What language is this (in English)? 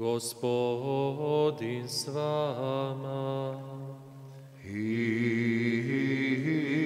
Croatian